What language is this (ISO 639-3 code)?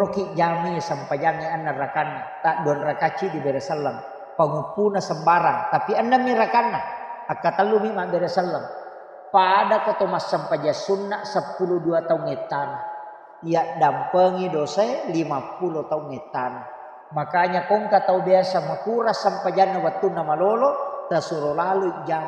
bug